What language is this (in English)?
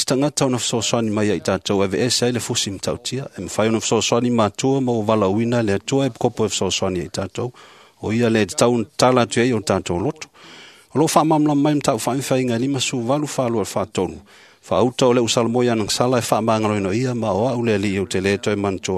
Samoan